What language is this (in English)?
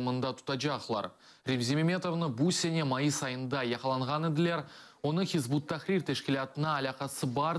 Crimean Tatar